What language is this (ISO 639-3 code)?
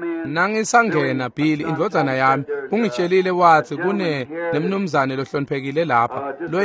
ssw